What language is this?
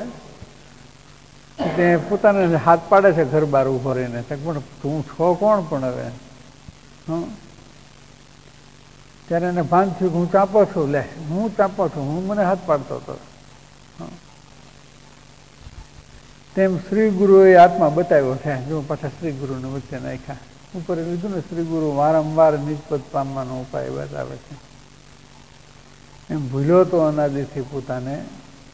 Gujarati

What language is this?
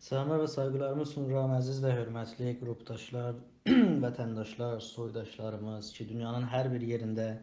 South Azerbaijani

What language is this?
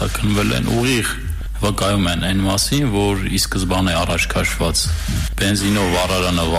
Armenian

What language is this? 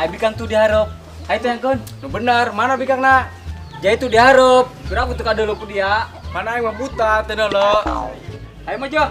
Sundanese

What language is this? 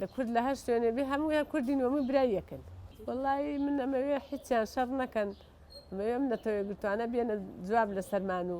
Central Kurdish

